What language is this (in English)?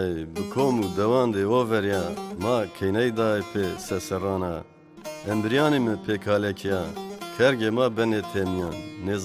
Zaza